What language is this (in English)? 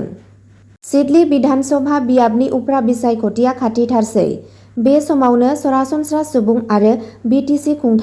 Bodo